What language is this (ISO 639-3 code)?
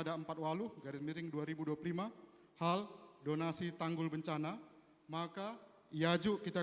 btx